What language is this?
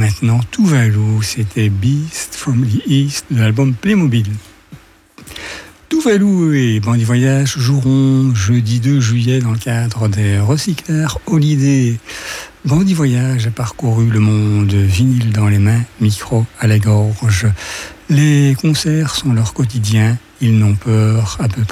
French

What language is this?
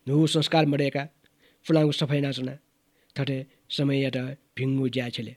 Newari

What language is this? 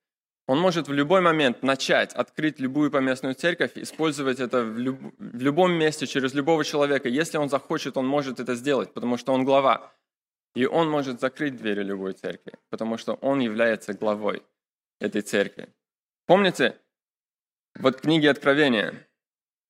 Russian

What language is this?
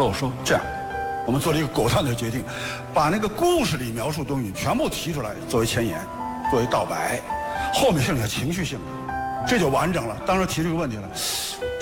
Chinese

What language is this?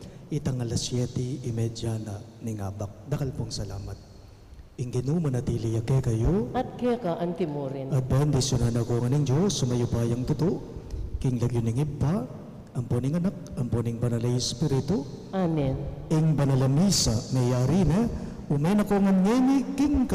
Pampanga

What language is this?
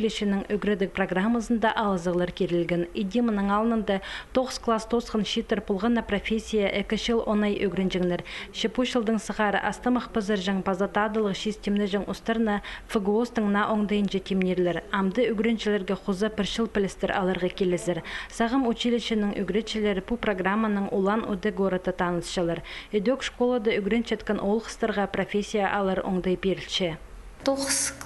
Khakas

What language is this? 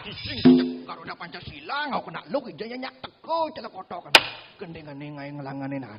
Balinese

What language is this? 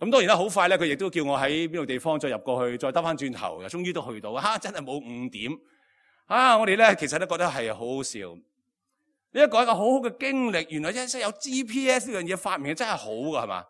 Cantonese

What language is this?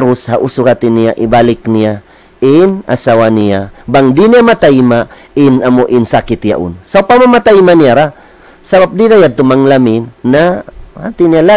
Tausug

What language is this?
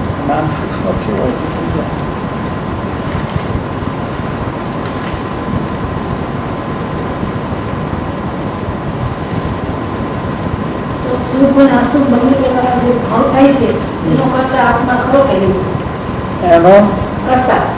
Gujarati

